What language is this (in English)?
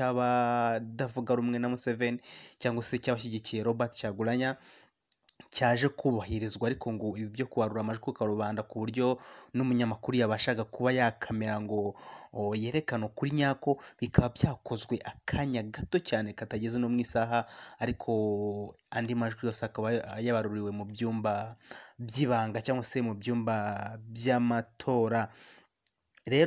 Kinyarwanda